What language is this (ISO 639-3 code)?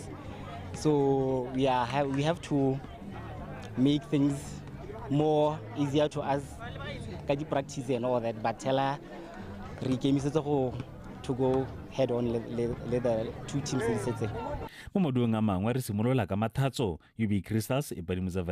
tsn